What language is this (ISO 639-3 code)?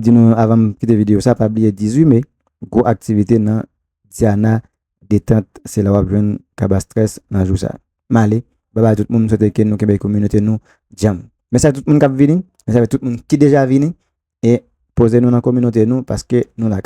hat